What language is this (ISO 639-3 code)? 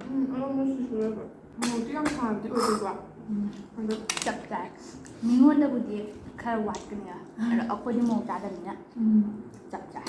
mni